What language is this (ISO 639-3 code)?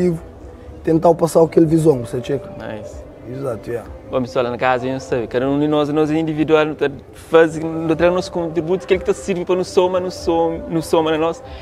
kea